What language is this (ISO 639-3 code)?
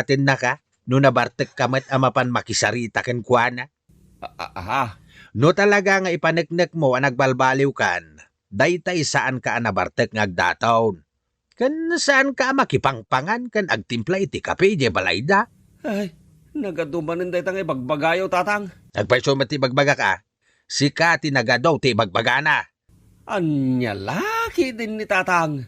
ilo